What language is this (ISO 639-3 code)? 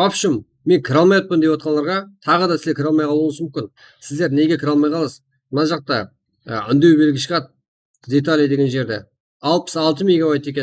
kaa